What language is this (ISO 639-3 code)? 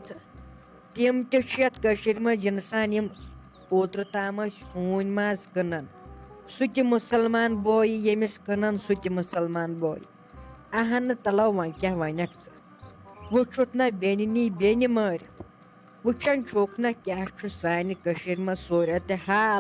kas